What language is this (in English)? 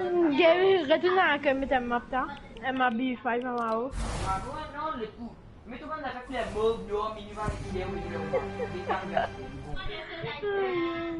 Morisyen